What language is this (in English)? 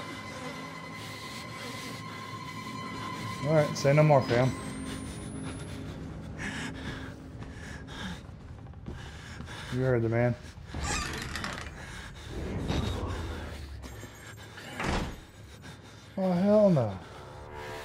English